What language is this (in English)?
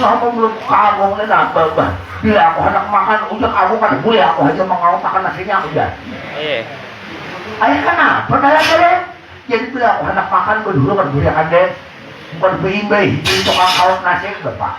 Banjar